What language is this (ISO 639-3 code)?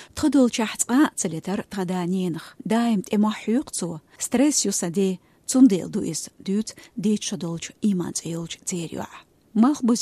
che